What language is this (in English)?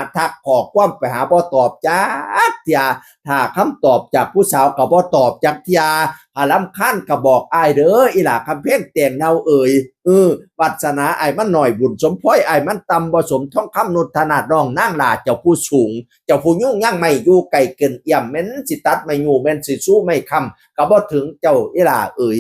Northeastern Thai